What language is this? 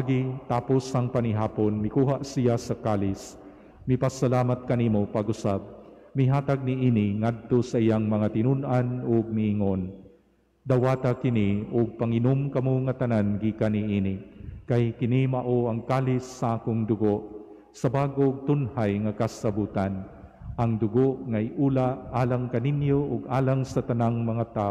Cebuano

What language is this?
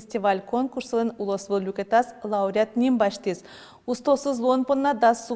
Udmurt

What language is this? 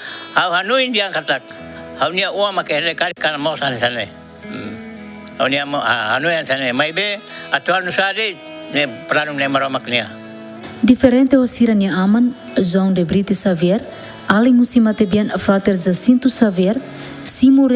Tetum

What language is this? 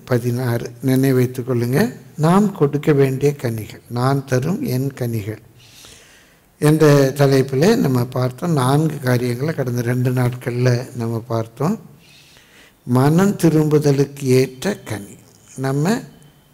Tamil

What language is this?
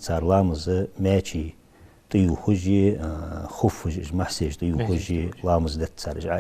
Ingush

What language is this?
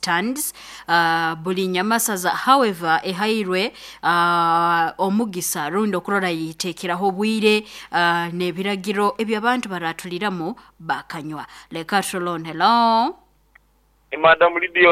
Nyoro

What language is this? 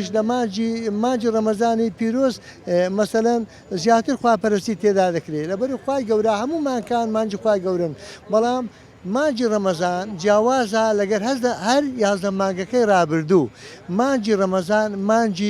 Central Kurdish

